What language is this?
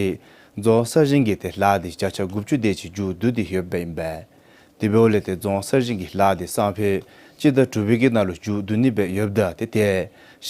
Dzongkha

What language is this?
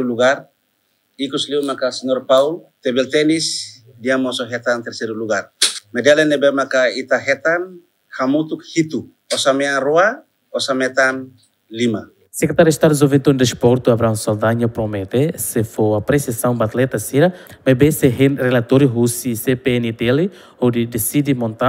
Tetum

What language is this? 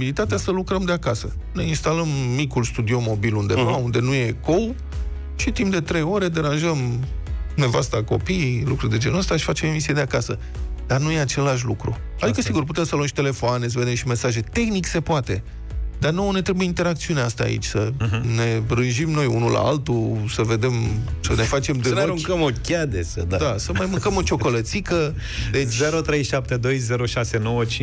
Romanian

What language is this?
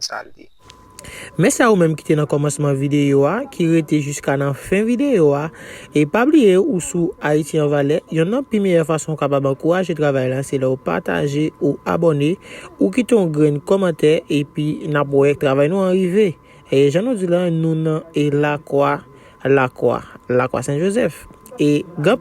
Haitian Creole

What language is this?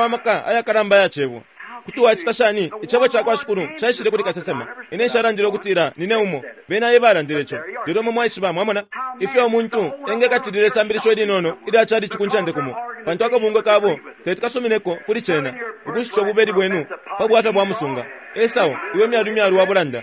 Bemba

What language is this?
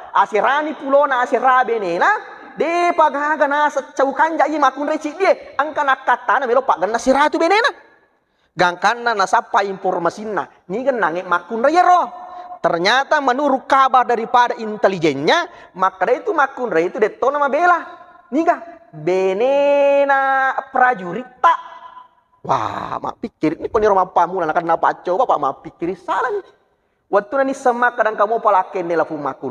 Buginese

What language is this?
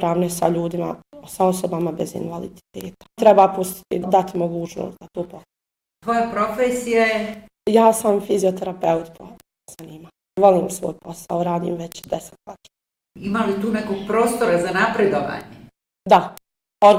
Bosnian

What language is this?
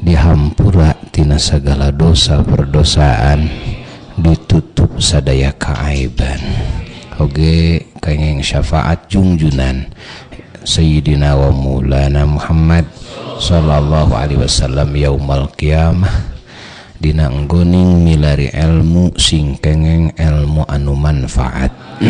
Sundanese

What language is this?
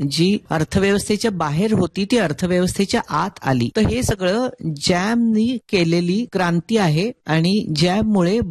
Marathi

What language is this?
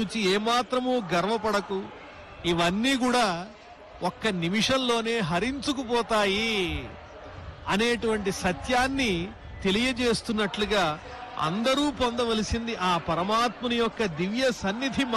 Telugu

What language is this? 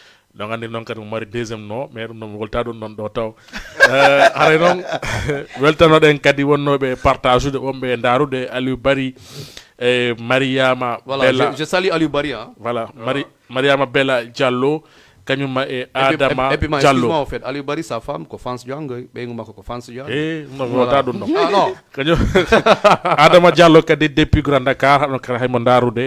Fula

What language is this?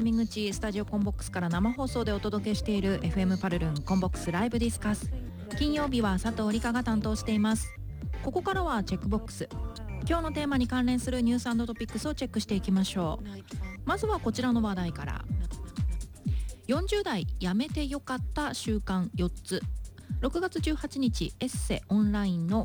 Japanese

